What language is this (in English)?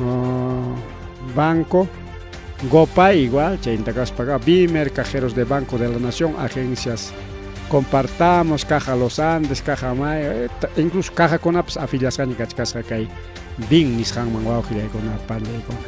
Ayacucho Quechua